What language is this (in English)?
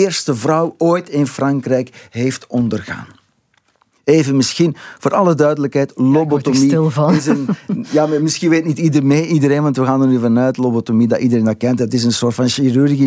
Dutch